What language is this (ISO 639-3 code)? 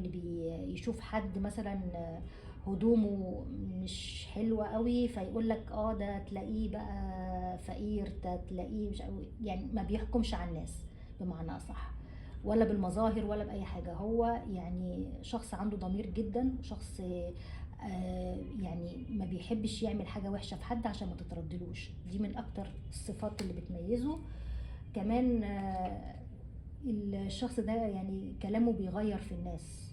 arz